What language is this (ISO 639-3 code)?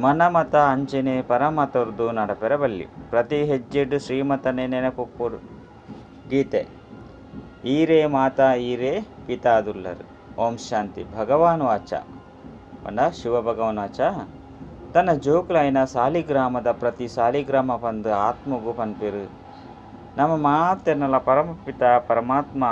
tcy